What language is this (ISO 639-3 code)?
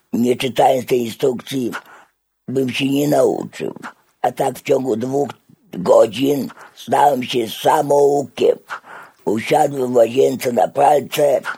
pol